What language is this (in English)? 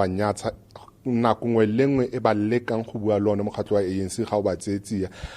Tswana